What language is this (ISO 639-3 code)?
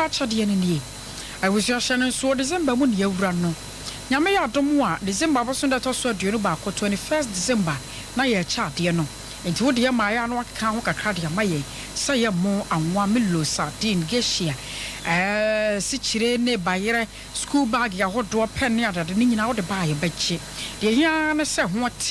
aka